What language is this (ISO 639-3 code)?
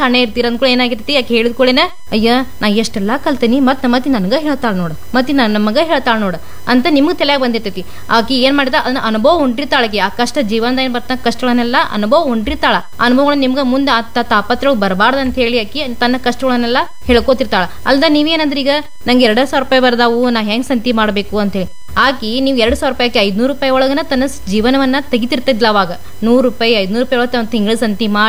kan